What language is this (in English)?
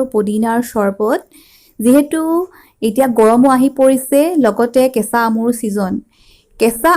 Assamese